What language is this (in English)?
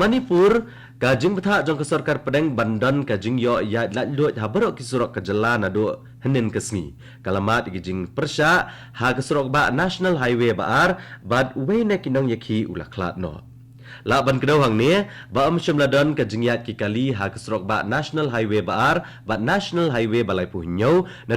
Khasi